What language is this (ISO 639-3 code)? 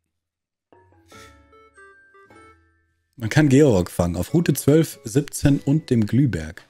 deu